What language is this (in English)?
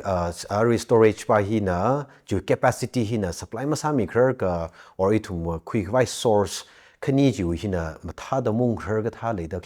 Tangkhul Naga (India)